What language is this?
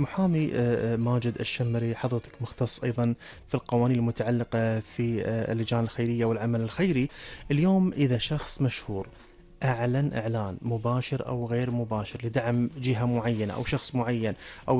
Gulf Arabic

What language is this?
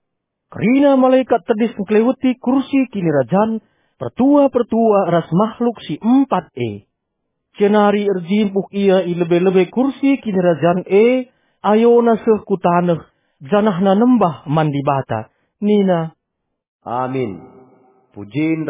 Batak Karo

